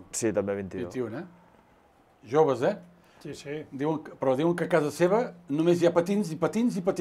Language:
Catalan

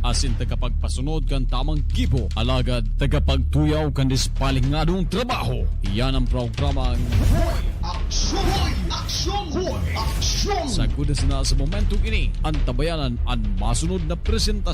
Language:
Bikol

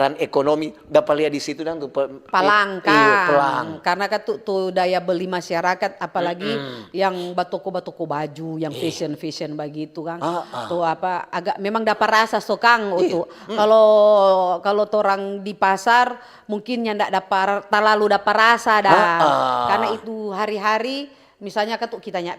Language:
Manado Malay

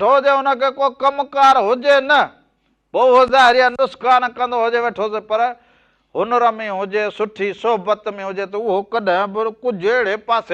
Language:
Sindhi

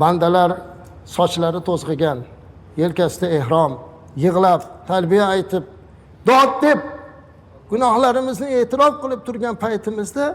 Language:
Uzbek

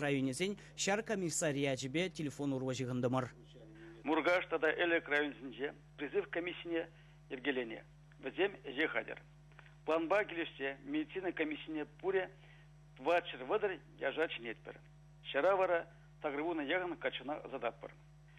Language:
Chuvash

